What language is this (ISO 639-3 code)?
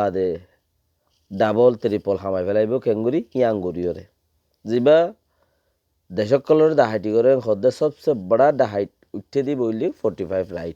rhg